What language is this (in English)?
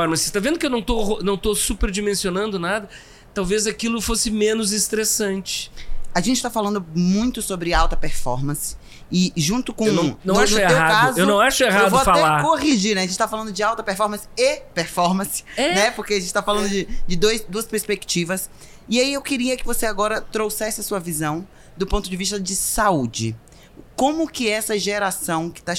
Portuguese